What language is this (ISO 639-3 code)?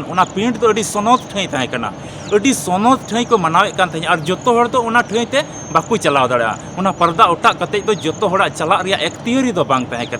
sat